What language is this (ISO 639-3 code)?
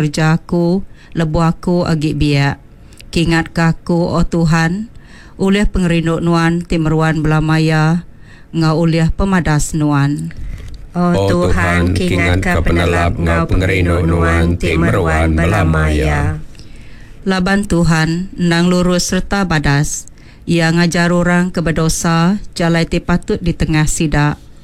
iba